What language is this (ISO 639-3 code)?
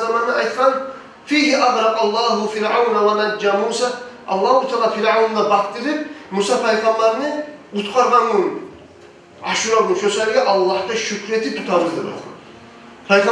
kum